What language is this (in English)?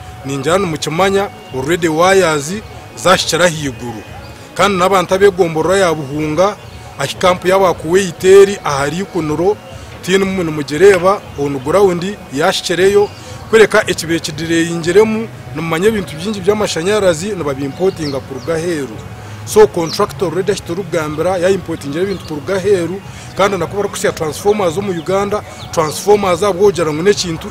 Nyankole